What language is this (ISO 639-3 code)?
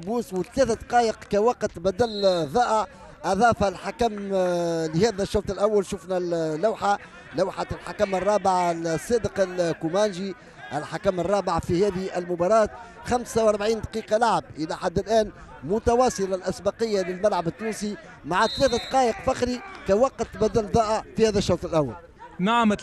aeb